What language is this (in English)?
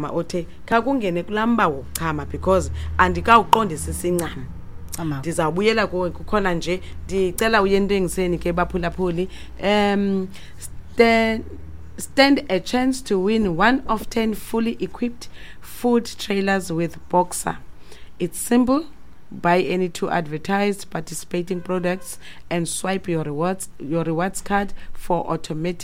Xhosa